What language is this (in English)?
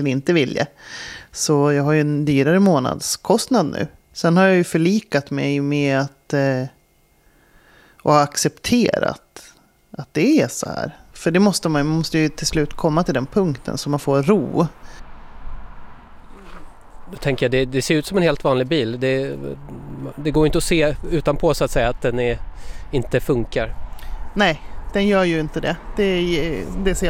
Swedish